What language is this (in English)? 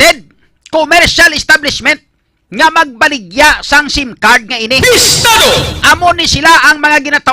Hiligaynon